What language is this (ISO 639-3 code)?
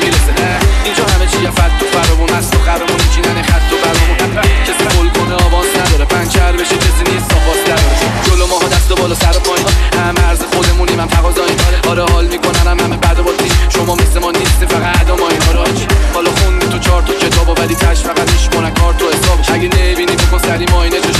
fas